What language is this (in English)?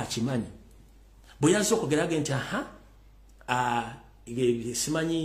Ganda